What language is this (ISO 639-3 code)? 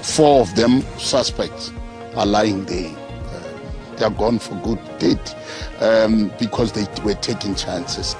ven